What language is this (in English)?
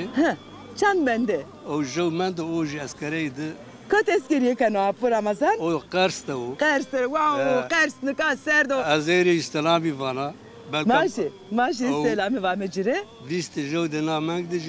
Zaza